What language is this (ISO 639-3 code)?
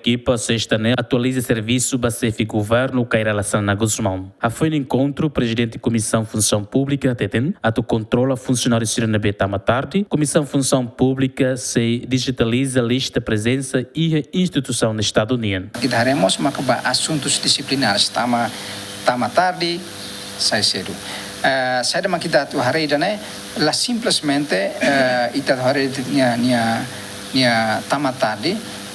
tet